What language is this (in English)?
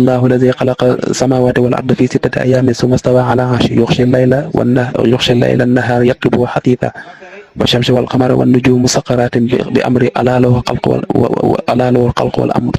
Wolof